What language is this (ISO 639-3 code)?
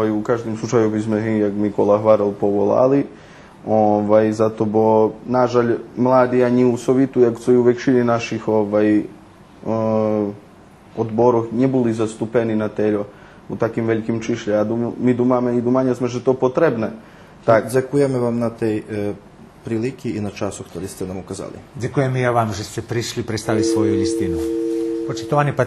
rue